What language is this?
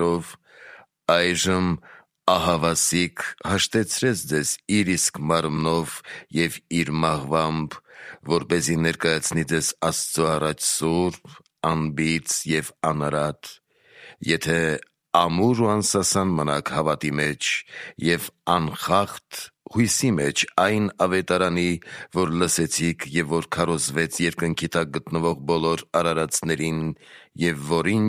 Armenian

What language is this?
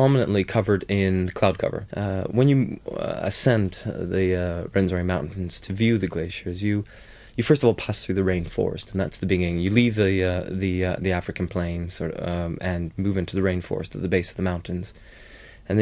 English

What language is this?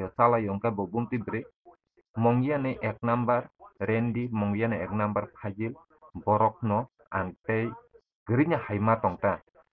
Kok Borok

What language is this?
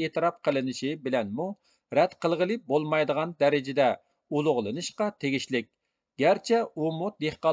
Uyghur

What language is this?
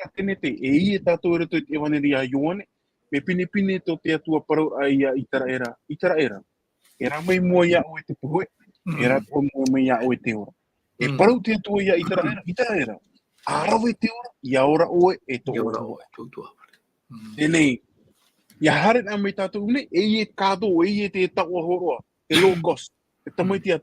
Tahitian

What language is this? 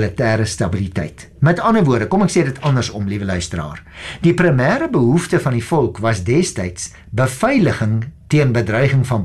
Afrikaans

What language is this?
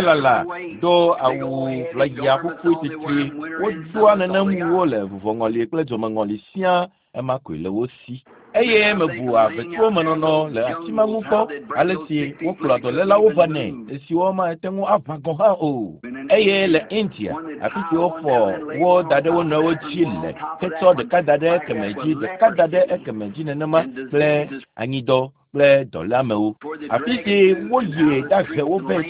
Ewe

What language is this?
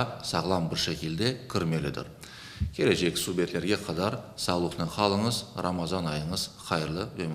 Crimean Tatar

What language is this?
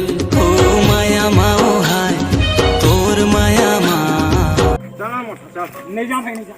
Chhattisgarhi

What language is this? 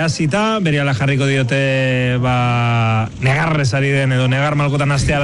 Basque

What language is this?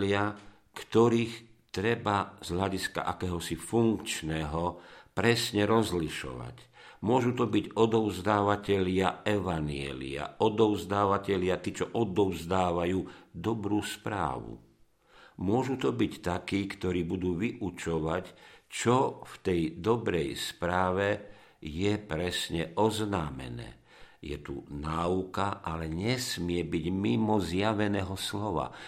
Slovak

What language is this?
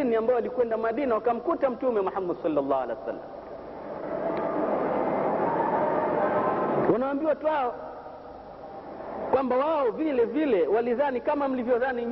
Swahili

